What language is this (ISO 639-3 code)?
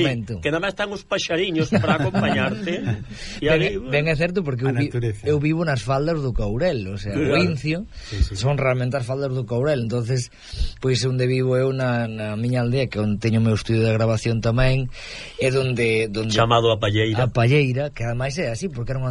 glg